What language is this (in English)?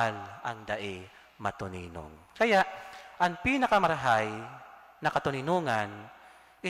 Bikol